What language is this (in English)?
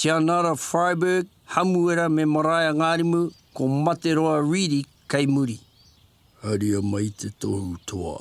Māori